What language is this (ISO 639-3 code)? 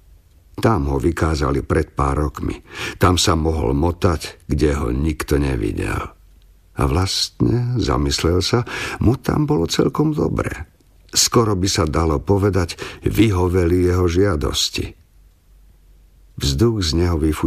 slk